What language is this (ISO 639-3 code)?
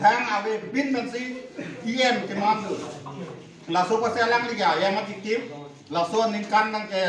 mjw